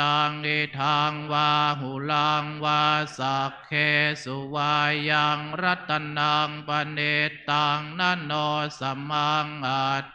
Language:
Pali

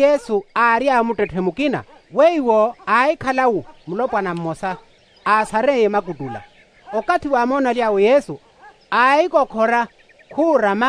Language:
Makhuwa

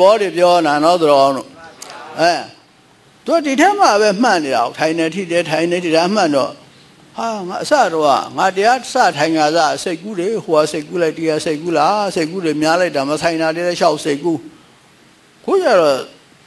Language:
Burmese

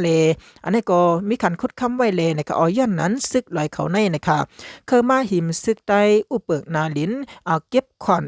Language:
Shan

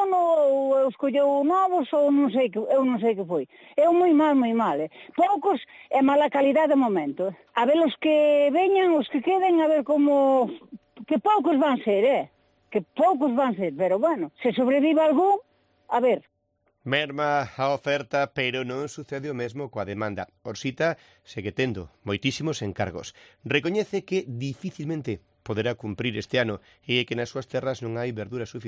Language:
Galician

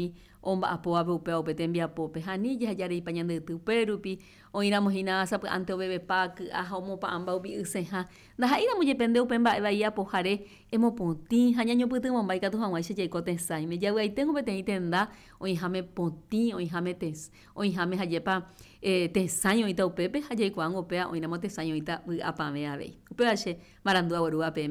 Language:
Guarani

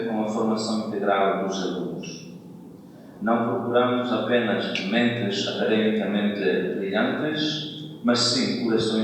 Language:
Tetum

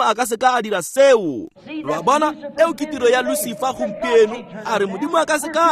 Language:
Tswana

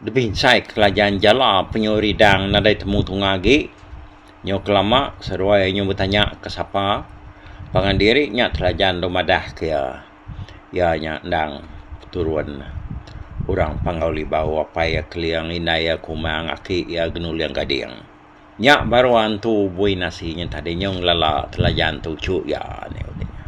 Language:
Iban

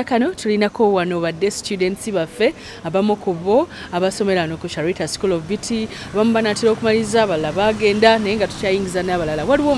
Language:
Ganda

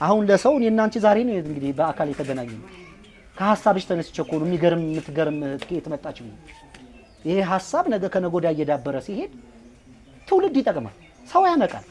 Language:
Amharic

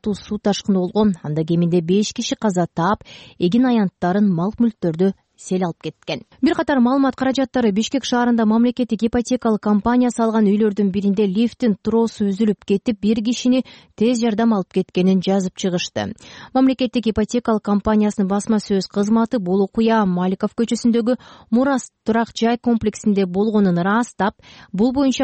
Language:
Kyrgyz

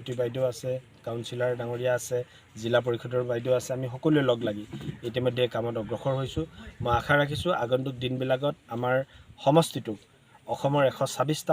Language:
Assamese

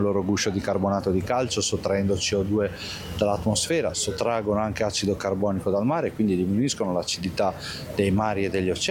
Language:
Italian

